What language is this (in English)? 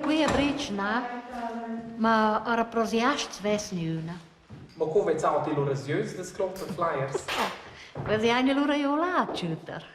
Romansh